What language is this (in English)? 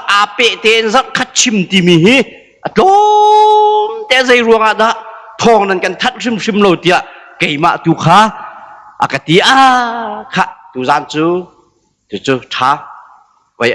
Hakha Chin